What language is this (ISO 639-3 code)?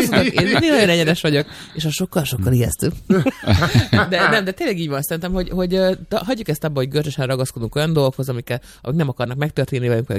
hun